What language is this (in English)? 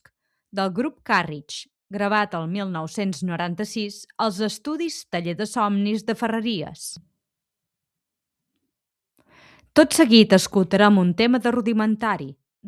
Catalan